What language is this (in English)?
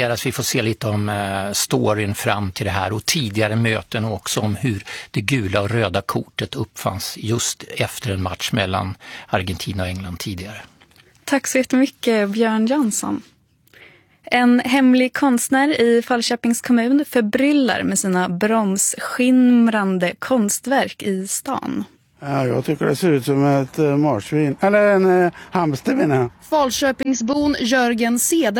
Swedish